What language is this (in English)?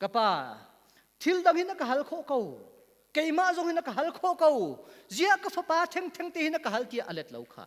Hakha Chin